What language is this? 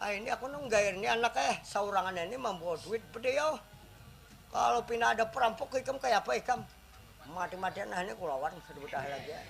Banjar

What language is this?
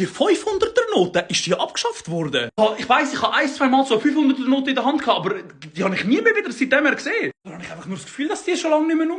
Swiss German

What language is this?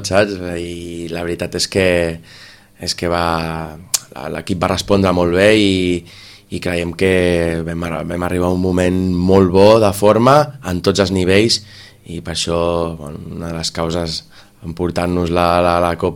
Catalan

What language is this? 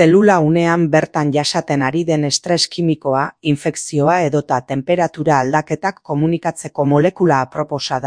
Basque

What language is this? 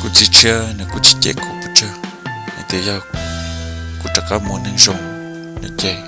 Hmong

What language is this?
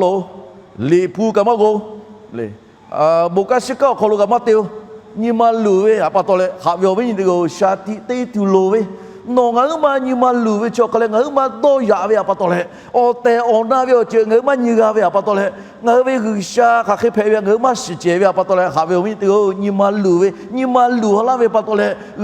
Lahu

